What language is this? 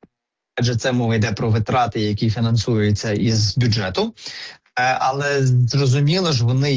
Ukrainian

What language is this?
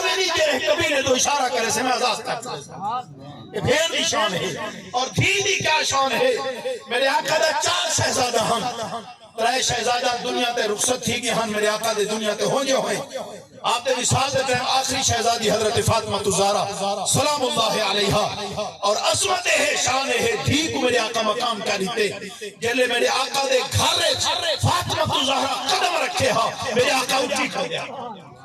Saraiki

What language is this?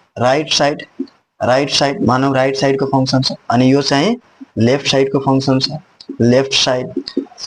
Nepali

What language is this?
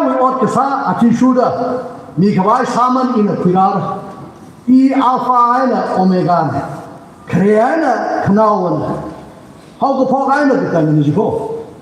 Tangkhul Naga (India)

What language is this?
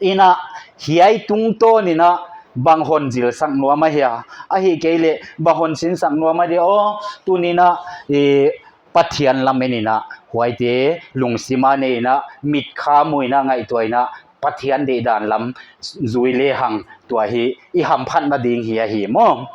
Paite Chin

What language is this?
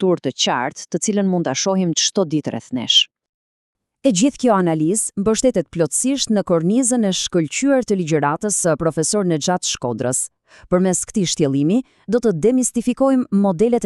Albanian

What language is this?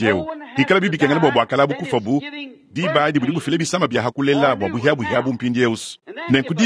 Luba-Lulua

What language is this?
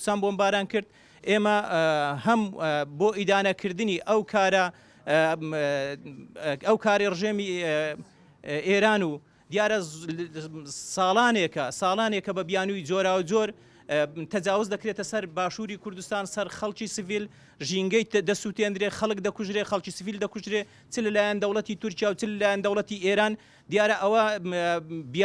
Central Kurdish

